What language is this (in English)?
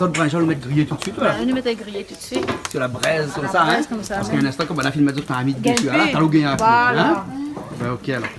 Réunion Creole French